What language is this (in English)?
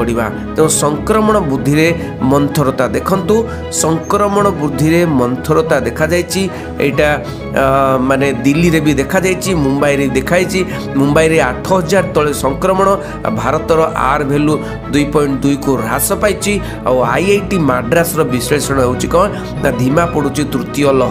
Odia